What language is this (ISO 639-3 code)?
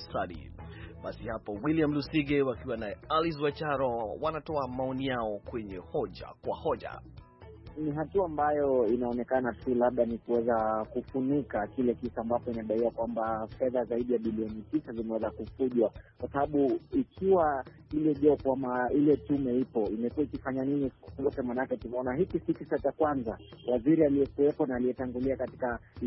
swa